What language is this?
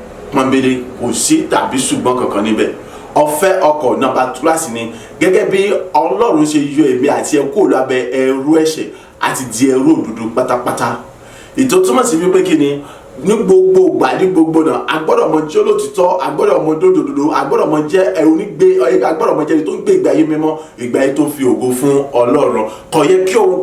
Yoruba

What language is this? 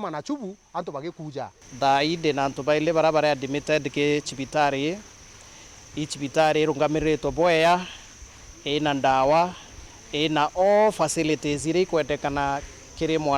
Meru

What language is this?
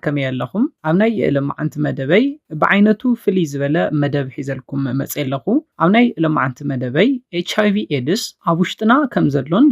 Tigrinya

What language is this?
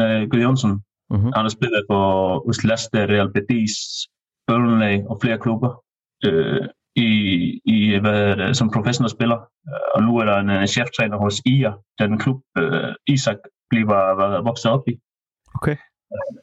Danish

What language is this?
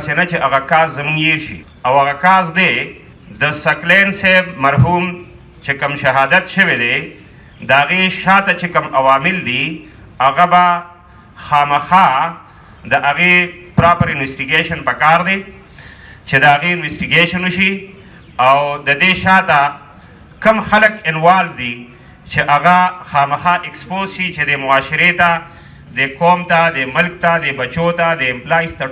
Pashto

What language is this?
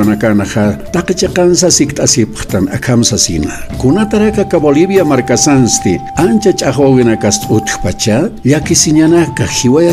Aymara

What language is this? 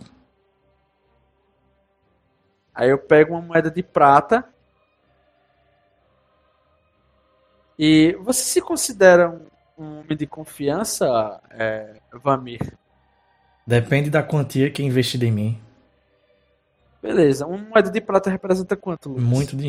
Portuguese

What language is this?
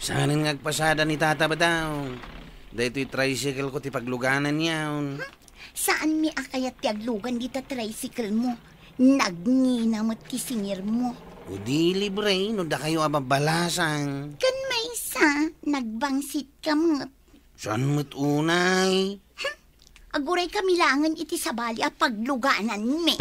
Iloko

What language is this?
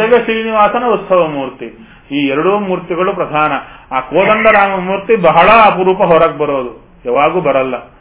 Kannada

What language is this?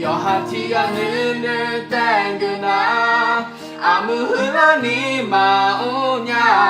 Akha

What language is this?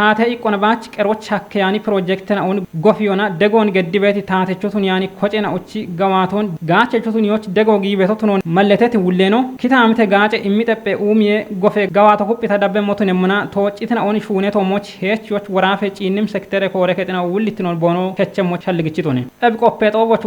Kafa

